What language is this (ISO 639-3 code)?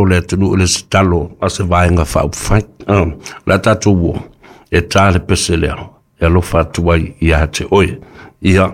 smo